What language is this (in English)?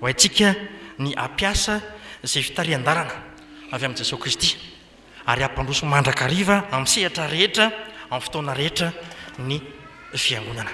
Malagasy